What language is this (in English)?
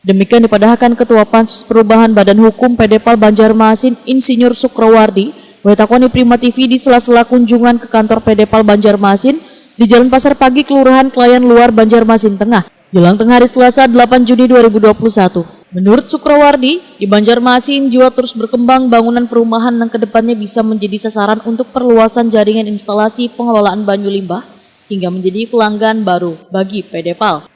Banjar